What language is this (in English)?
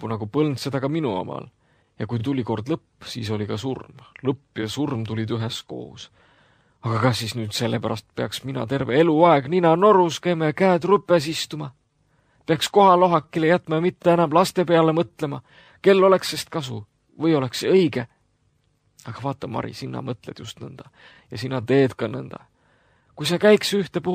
Estonian